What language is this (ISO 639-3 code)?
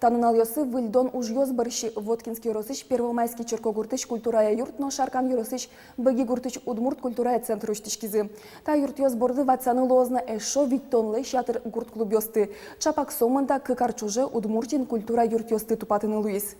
udm